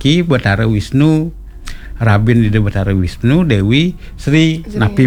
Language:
Balinese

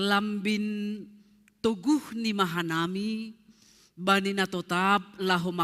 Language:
Batak Simalungun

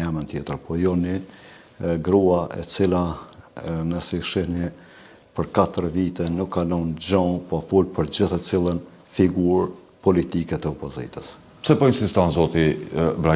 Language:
Albanian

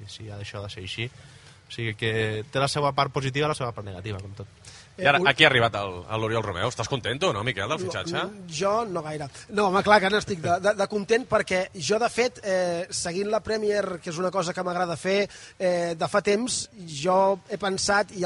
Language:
Catalan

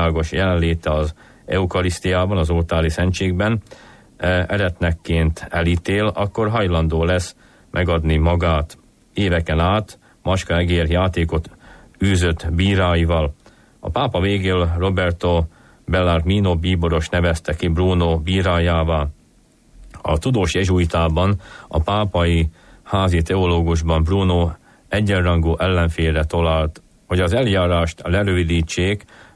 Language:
Hungarian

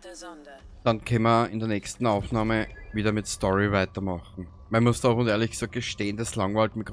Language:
Bavarian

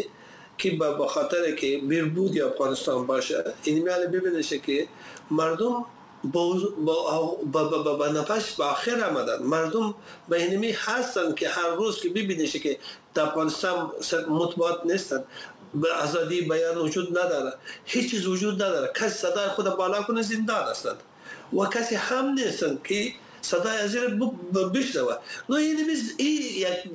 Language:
Persian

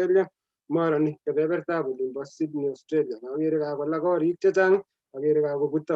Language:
Kalenjin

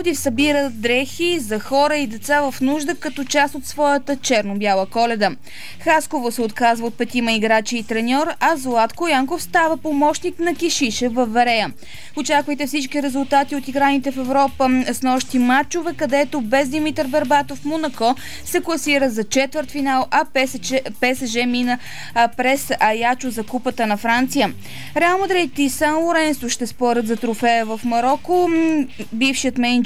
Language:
Bulgarian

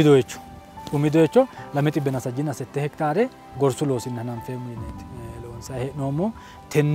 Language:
Sidamo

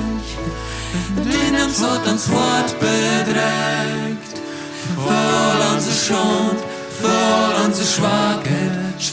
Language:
Plautdietsch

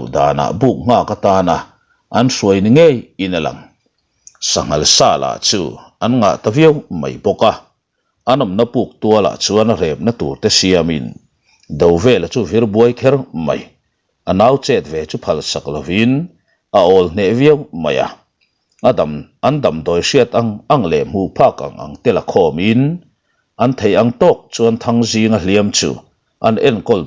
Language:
Mizo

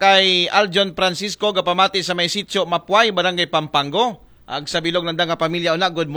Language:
Aklanon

